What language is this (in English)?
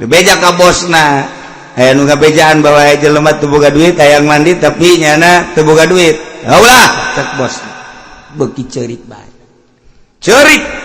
Sundanese